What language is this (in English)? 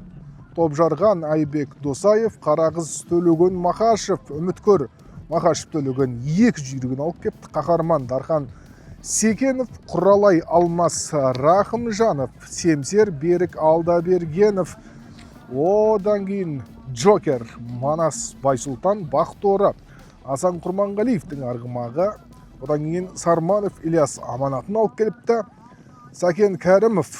Kazakh